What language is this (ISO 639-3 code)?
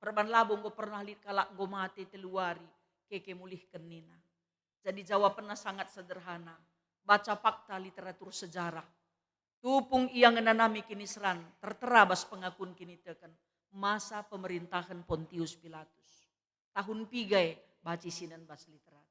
btx